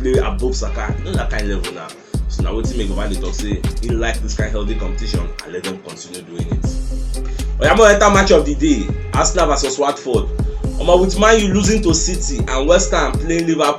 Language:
Nigerian Pidgin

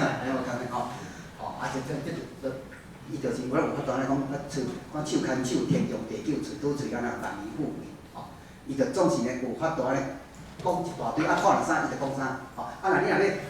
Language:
Min Nan Chinese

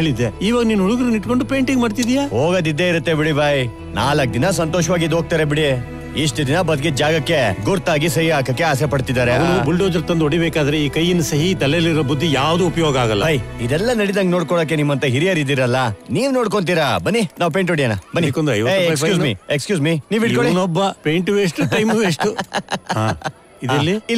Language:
Kannada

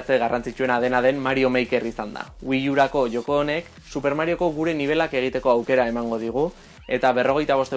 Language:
Basque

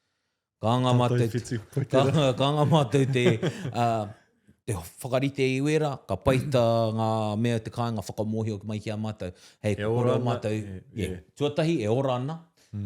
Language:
Māori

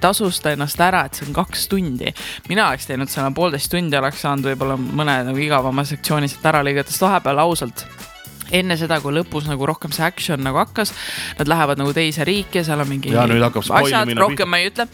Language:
Estonian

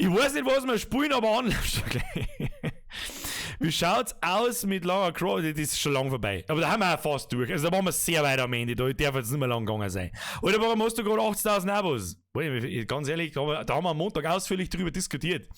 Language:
Bavarian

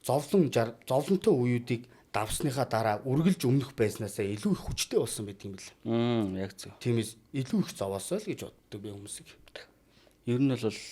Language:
Mongolian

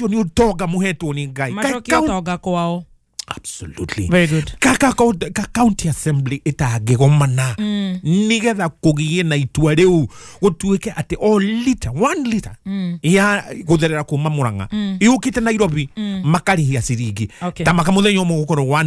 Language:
Kikuyu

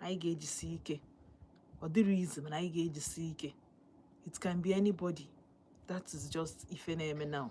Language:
Igbo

